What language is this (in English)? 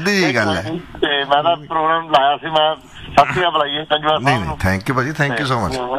Punjabi